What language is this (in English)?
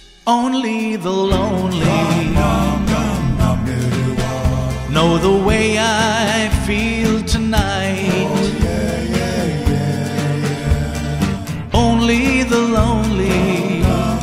English